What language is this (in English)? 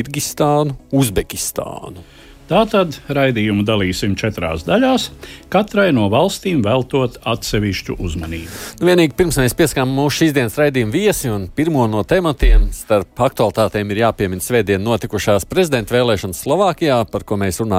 Latvian